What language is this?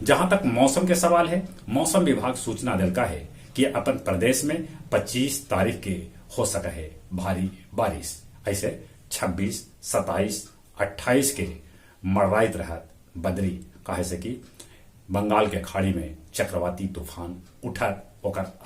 Magahi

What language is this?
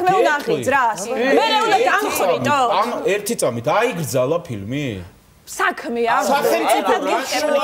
Georgian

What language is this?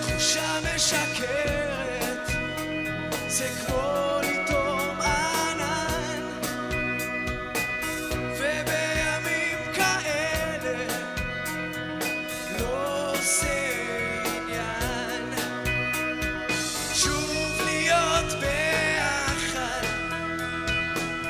Hebrew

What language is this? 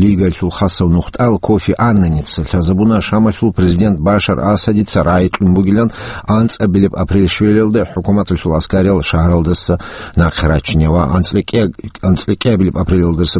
Avaric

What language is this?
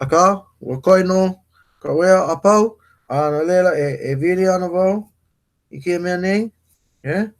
Hawaiian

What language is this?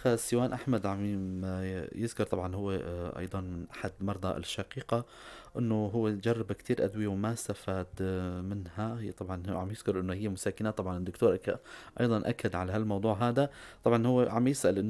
North Levantine Arabic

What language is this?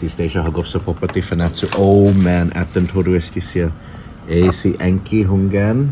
Chamorro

